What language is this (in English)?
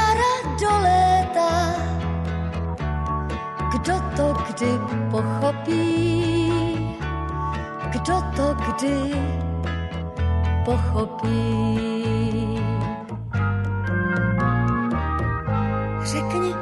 Czech